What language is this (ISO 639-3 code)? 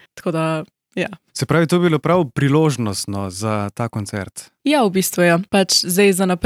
slv